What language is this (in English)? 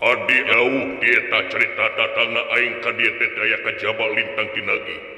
Sundanese